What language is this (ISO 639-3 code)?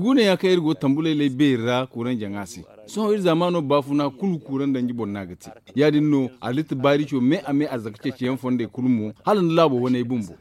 dje